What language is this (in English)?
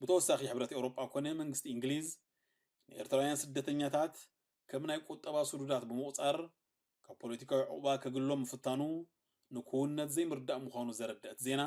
Tigrinya